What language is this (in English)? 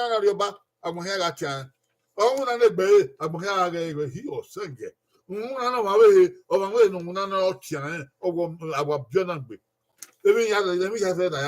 Bini